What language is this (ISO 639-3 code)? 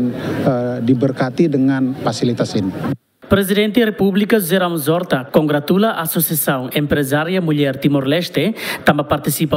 tet